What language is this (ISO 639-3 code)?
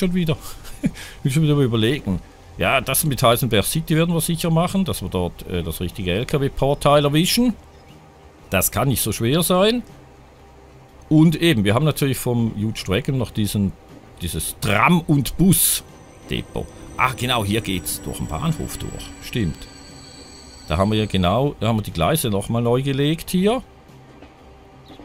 deu